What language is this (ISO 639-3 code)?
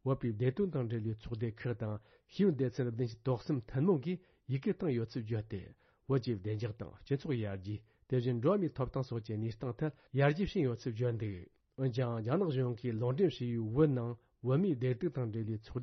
bod